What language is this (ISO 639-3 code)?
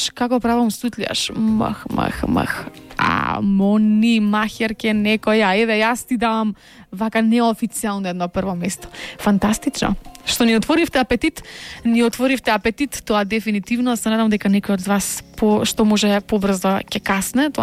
mkd